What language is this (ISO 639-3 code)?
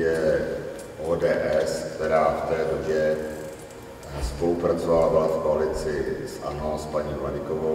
ces